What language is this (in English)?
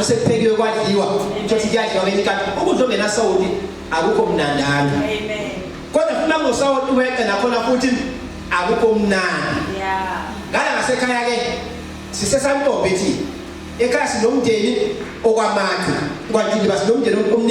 Zulu